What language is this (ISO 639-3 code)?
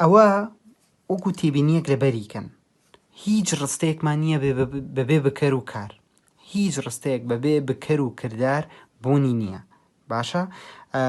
ckb